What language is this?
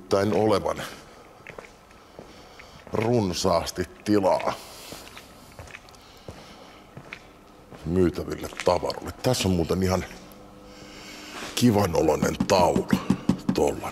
Finnish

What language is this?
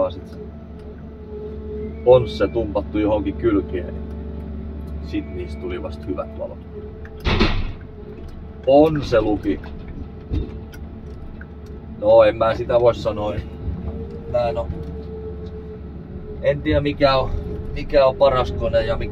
Finnish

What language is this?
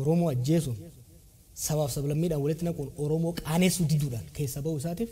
Oromo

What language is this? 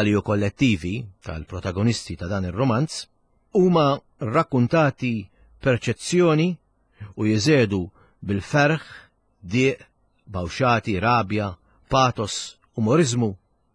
Maltese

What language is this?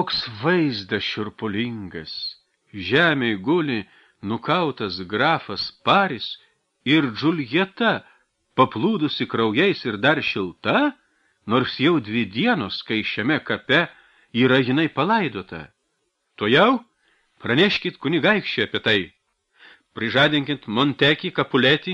Lithuanian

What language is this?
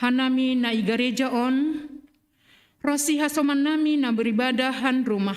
Batak Simalungun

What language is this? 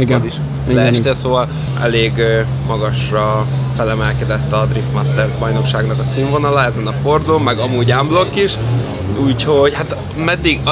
Hungarian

